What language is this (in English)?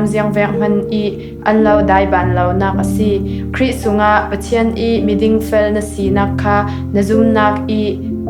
Falam Chin